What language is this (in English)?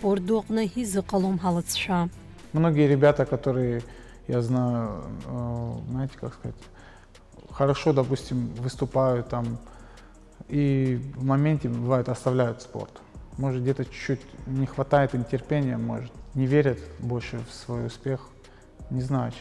Abkhazian